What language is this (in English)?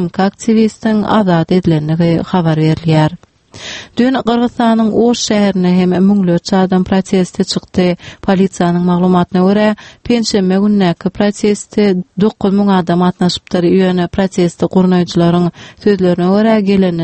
Turkmen